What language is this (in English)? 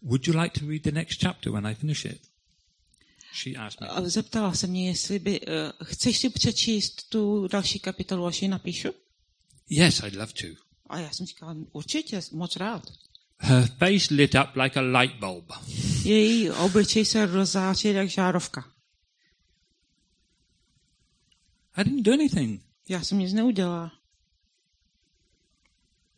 Czech